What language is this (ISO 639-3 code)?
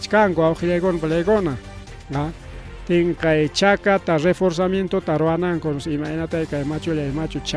quy